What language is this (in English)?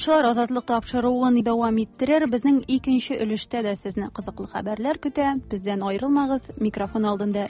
Tatar